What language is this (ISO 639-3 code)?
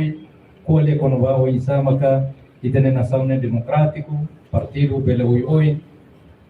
tet